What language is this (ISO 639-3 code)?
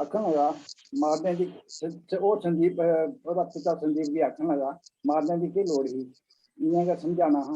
doi